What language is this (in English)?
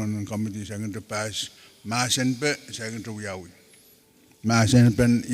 Pohnpeian